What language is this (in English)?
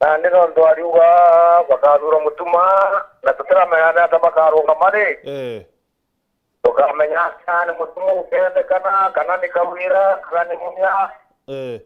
Meru